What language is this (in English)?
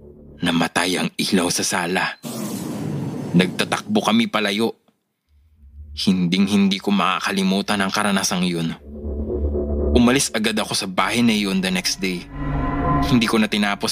Filipino